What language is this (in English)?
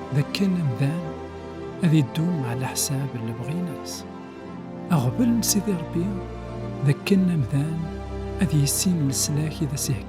Kabyle